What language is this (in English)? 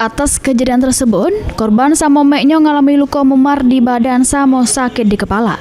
Musi